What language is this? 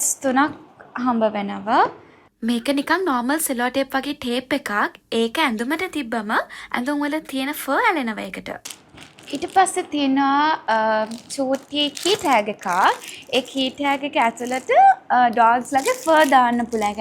Sinhala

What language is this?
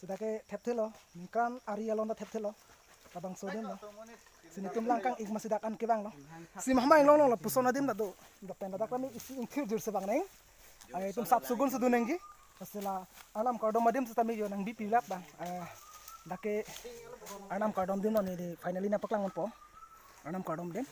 Karbi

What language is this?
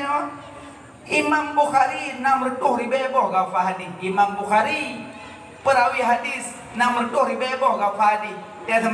Achinese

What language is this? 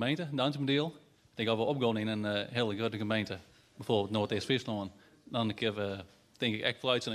Western Frisian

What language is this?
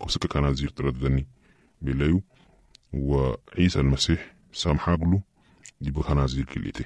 Sudanese Arabic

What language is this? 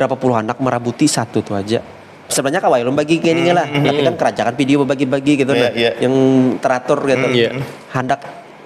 Banjar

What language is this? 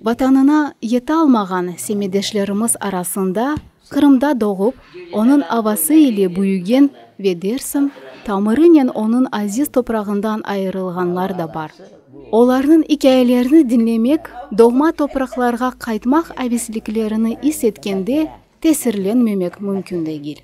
Crimean Tatar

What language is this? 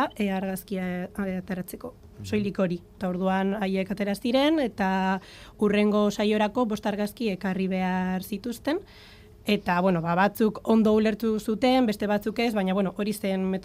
Basque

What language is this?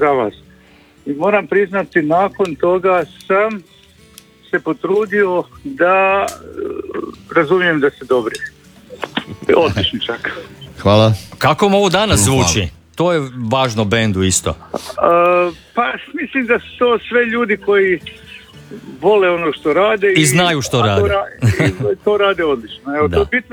Croatian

